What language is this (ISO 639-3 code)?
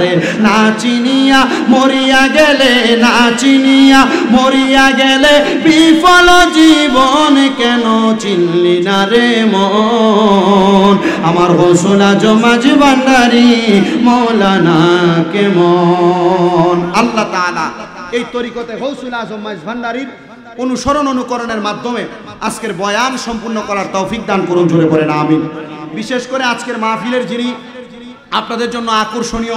ben